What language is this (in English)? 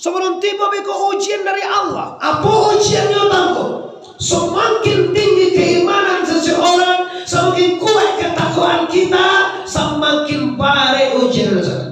Minangkabau